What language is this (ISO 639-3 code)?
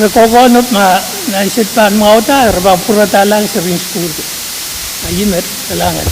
pon